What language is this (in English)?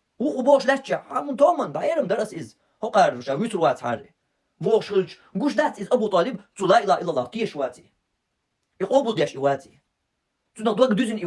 Chechen